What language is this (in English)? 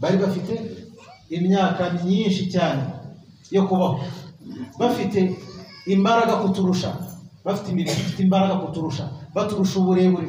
Kinyarwanda